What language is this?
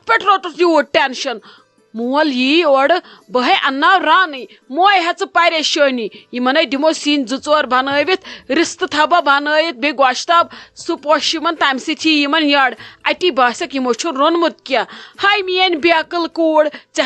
Kashmiri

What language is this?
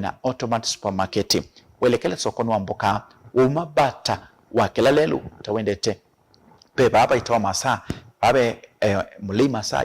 Kamba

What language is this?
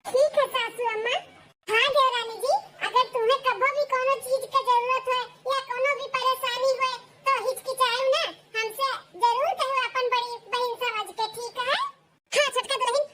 Awadhi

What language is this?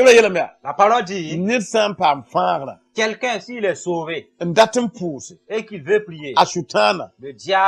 Mossi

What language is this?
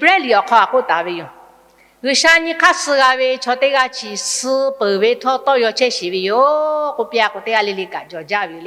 Lahu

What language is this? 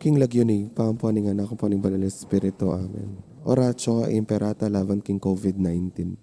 Pampanga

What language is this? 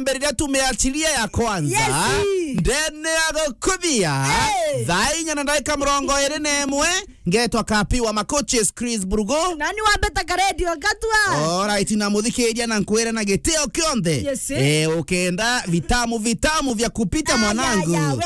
Meru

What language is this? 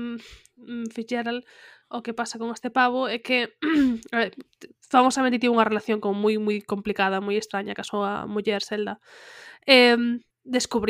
Galician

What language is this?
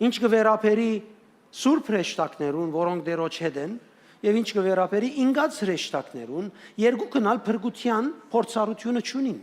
Western Armenian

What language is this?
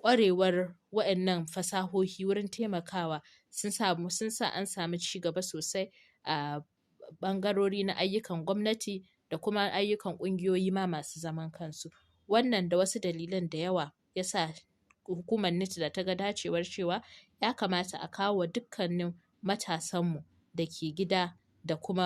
Hausa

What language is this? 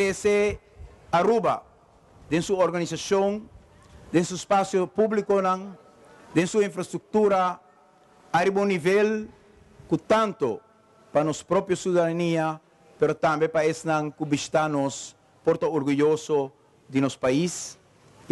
Papiamento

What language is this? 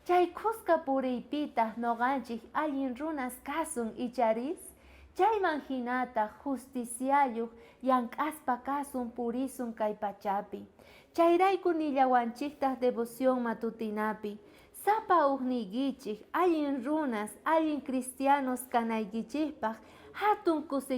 South Bolivian Quechua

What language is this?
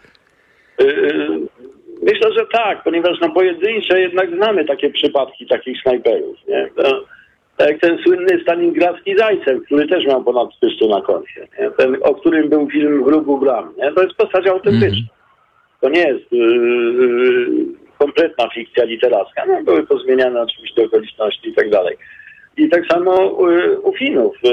Polish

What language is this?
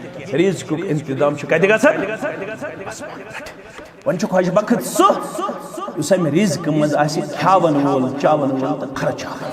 Kashmiri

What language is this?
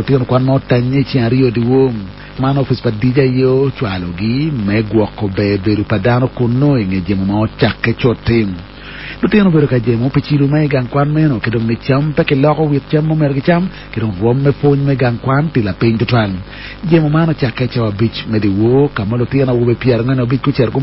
Acoli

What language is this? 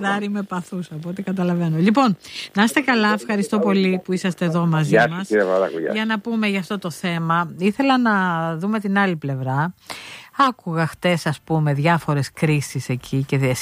Greek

